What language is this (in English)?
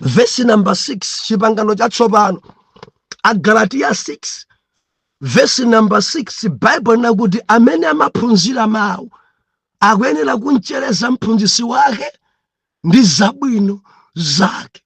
Nyanja